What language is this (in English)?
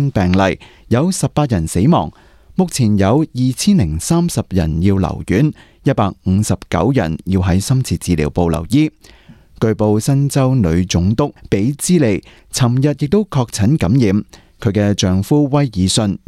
Cantonese